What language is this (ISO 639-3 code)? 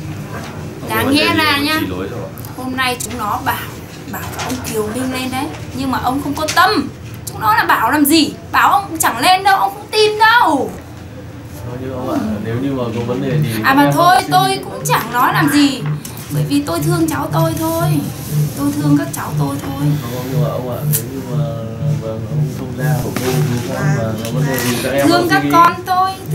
vie